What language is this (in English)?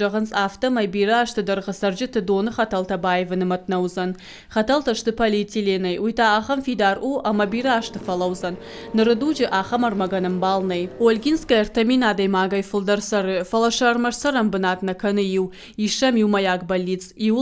Ossetic